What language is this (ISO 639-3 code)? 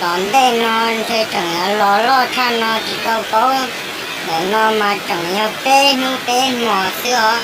hmn